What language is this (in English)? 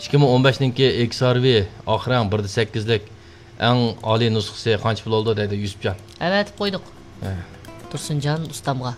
Uyghur